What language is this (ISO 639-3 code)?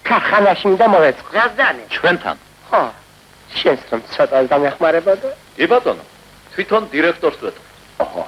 kat